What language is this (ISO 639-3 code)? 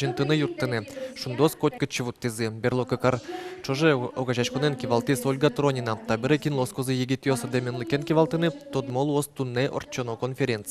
udm